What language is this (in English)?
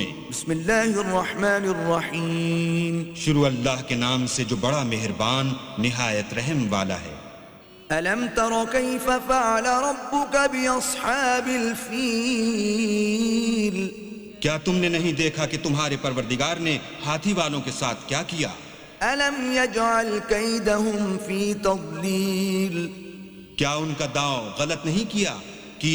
Urdu